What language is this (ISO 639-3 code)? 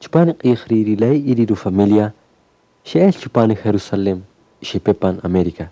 cak